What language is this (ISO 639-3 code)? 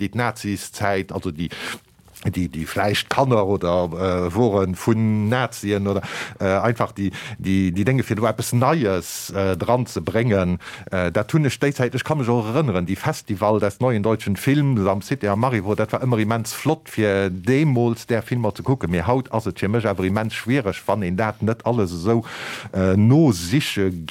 ltz